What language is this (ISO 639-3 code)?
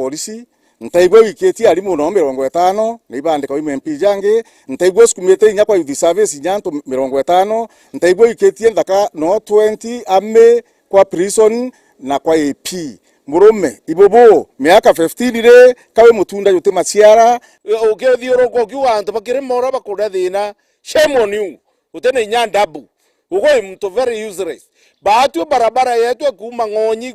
mer